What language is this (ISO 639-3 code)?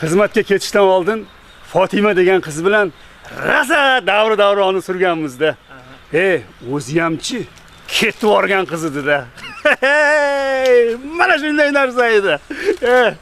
uzb